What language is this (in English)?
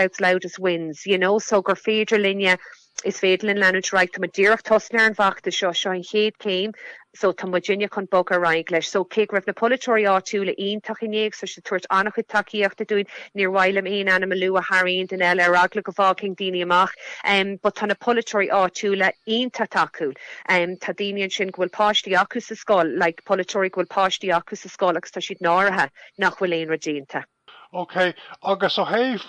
Irish